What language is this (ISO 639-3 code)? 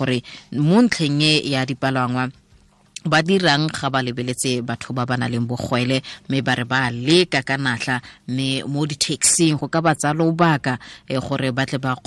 tsn